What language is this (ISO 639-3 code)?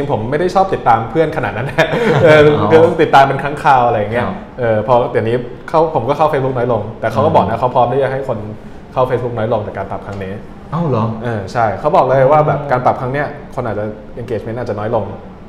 tha